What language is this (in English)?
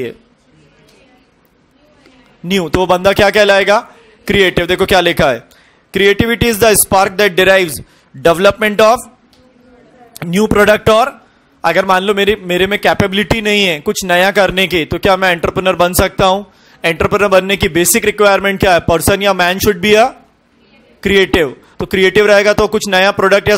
Hindi